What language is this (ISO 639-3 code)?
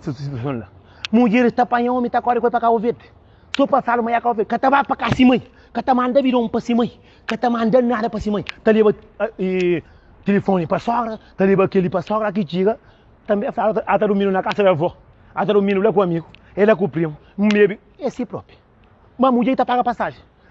kea